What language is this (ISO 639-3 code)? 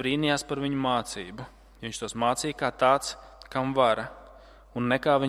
lav